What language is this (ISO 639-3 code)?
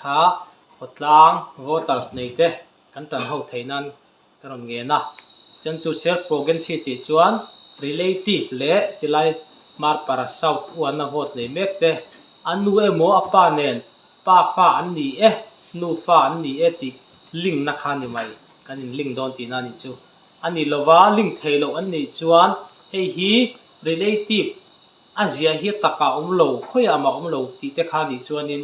lus